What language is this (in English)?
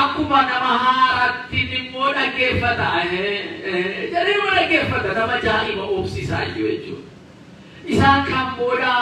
Oromo